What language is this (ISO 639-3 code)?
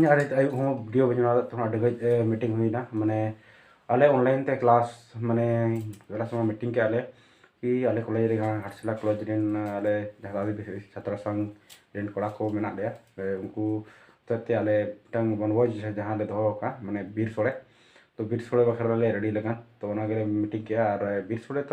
sat